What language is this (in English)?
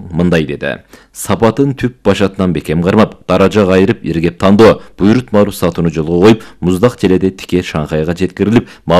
Kyrgyz